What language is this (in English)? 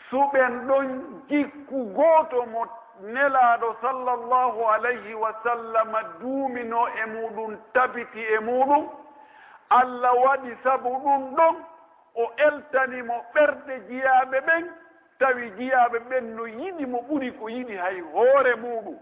Pular